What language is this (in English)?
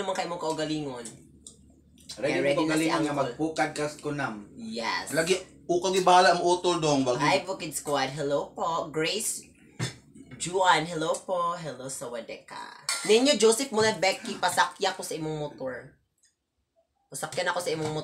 Filipino